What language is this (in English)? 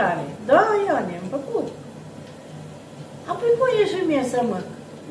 Romanian